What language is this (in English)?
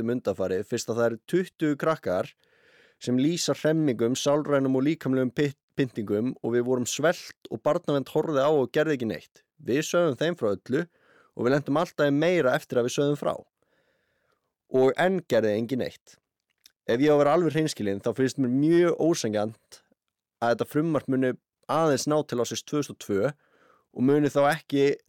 Icelandic